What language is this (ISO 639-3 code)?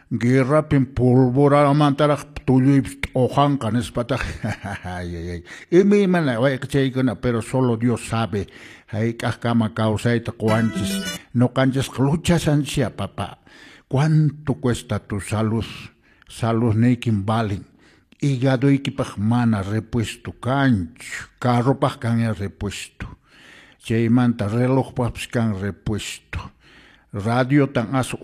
que